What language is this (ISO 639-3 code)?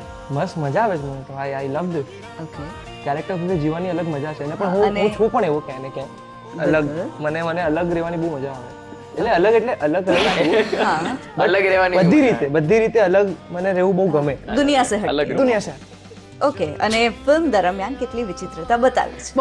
guj